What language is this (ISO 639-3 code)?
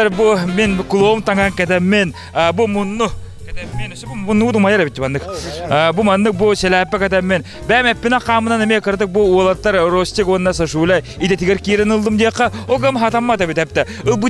sah